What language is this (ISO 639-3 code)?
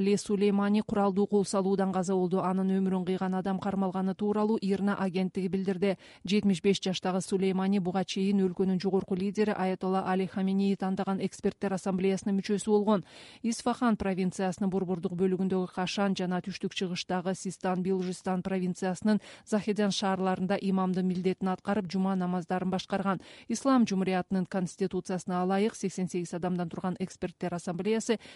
kir